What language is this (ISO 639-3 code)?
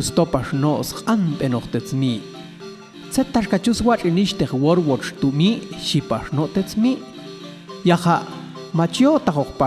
jac